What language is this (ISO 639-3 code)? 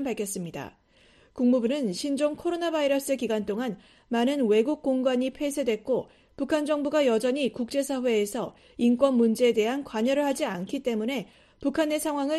kor